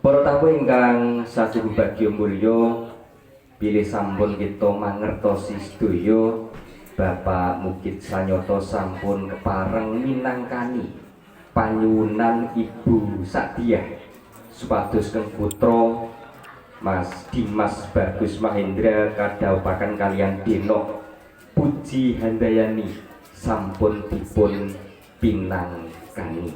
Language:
Javanese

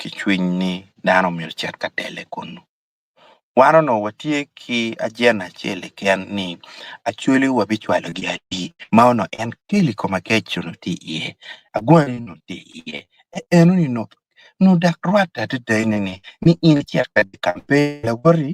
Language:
Acoli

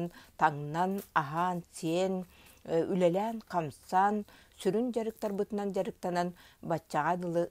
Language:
Yakut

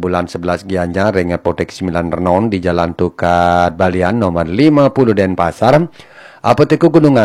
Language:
Balinese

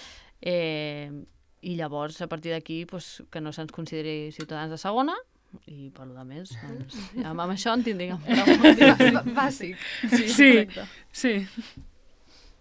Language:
Catalan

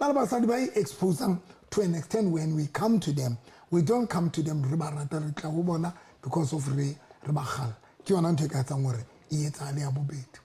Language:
Southern Sotho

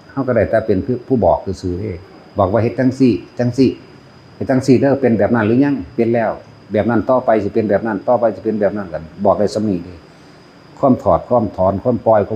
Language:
Northeastern Thai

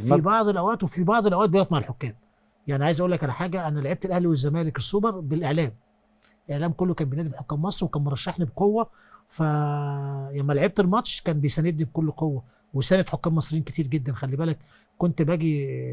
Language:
Egyptian Arabic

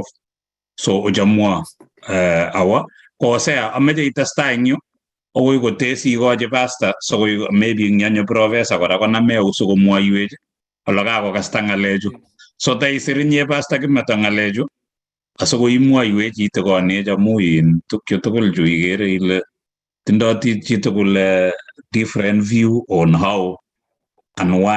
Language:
Kalenjin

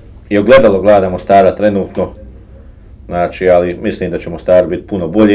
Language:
Bosnian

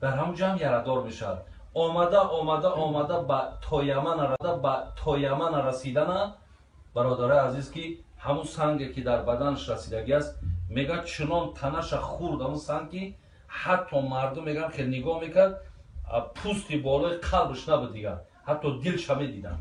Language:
Tajik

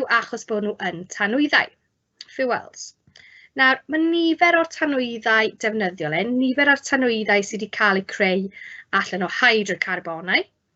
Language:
Welsh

